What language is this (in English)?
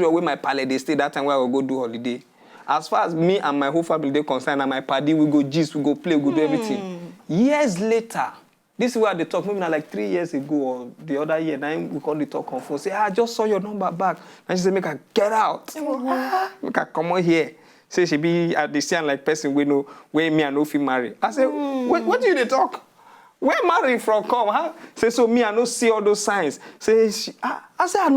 Nigerian Pidgin